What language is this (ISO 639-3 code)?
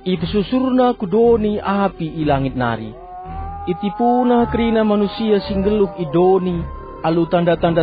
btx